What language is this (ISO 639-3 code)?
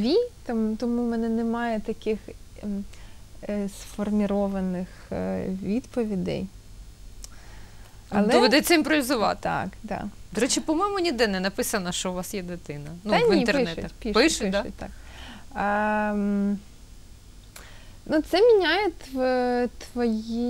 ukr